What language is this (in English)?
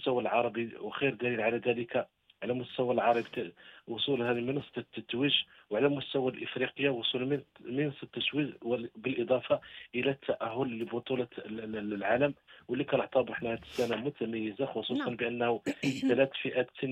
Moroccan Arabic